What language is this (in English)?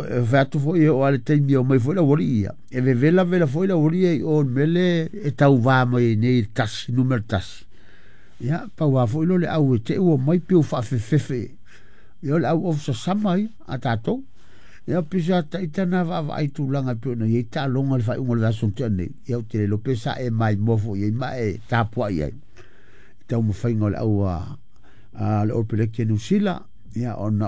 Samoan